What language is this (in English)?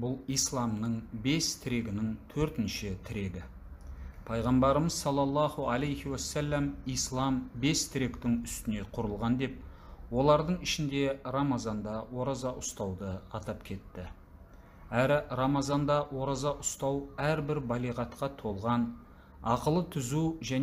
Kazakh